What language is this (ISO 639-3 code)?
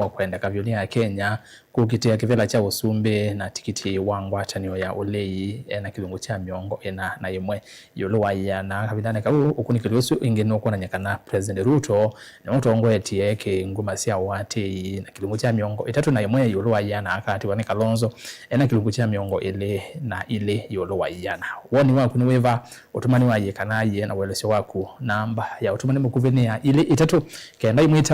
kam